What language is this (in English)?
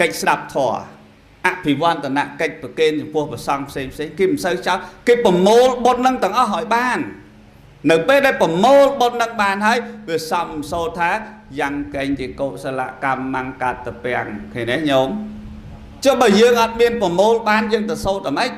Khmer